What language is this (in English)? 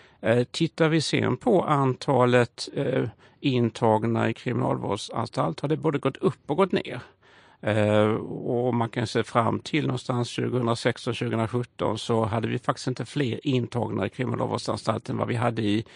Swedish